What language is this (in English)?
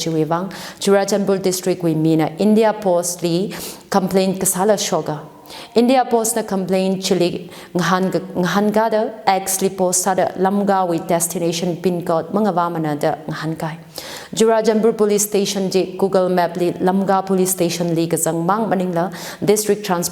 Tangkhul Naga (India)